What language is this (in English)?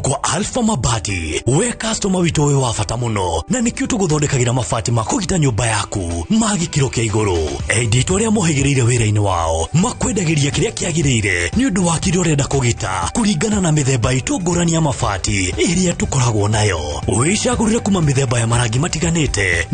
Kikuyu